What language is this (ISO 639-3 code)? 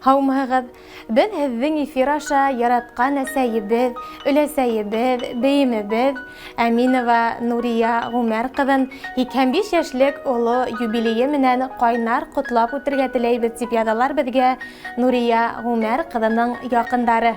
bak